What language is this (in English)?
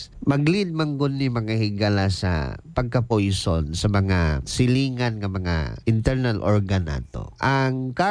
Cebuano